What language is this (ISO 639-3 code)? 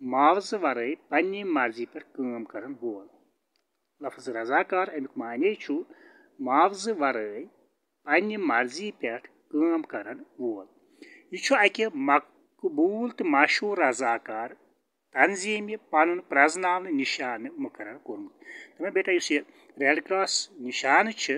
kas